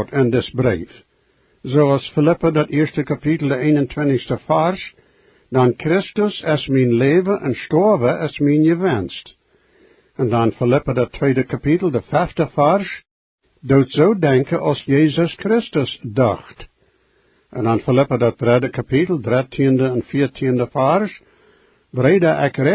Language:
Plautdietsch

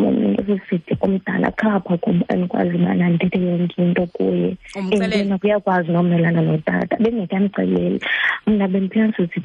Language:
Xhosa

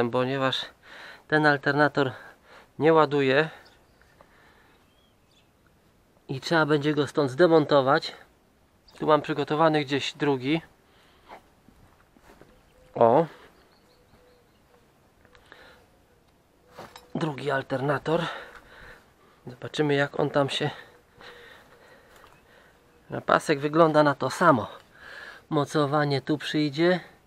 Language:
Polish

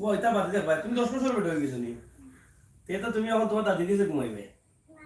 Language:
Sylheti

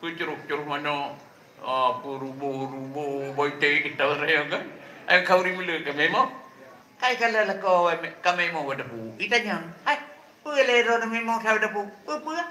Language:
Achinese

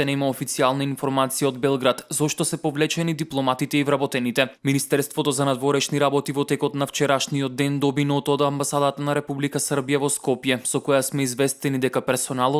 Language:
Macedonian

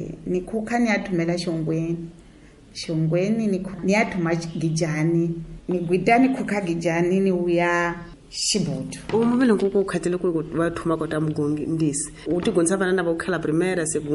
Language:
Tsonga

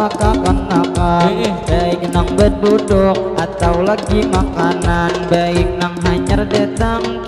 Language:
Banjar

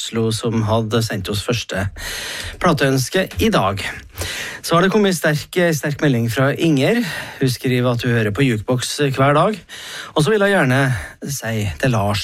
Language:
Norwegian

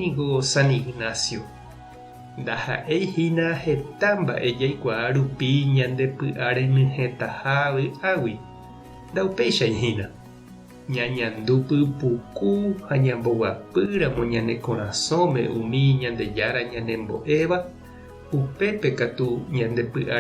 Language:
Guarani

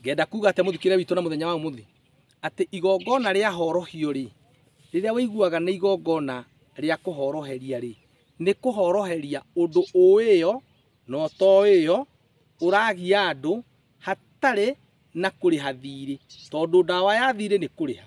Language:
Kikuyu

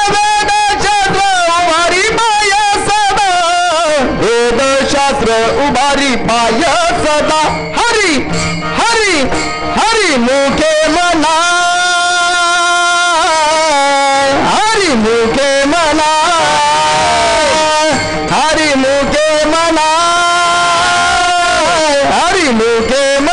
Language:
Marathi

